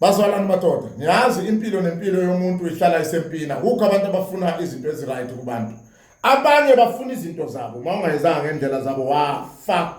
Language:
Zulu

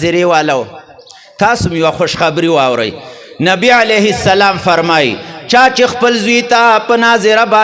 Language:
Pashto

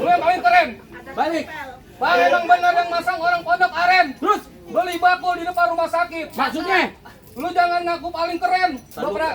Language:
Betawi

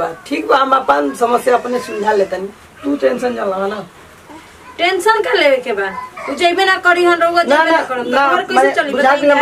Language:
Bhojpuri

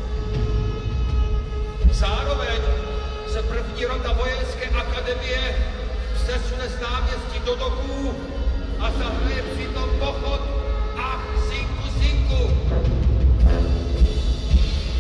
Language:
Czech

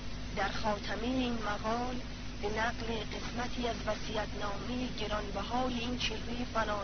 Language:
Persian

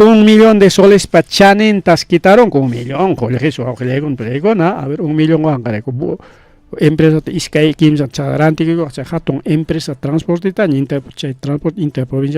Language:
Ayacucho Quechua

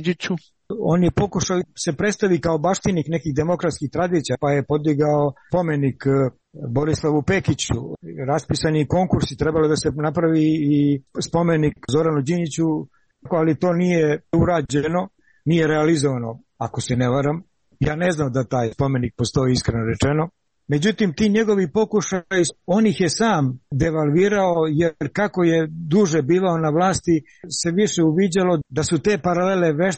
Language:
Serbian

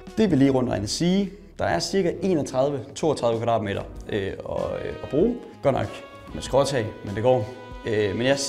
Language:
Danish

